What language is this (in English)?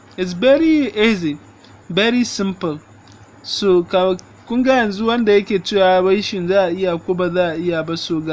Hausa